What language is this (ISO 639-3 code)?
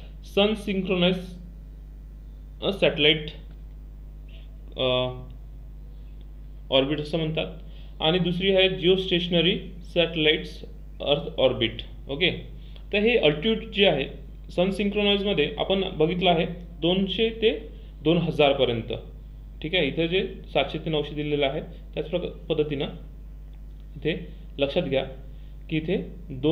mar